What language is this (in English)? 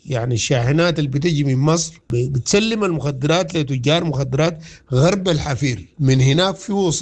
Sudanese Arabic